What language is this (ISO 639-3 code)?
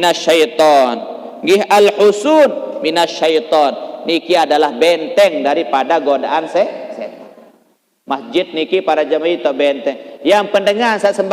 sas